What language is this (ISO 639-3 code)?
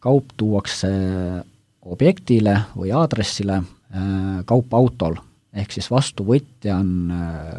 est